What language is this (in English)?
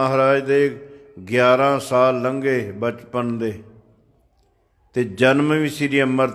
Punjabi